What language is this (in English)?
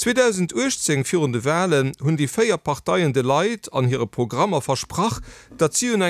Luxembourgish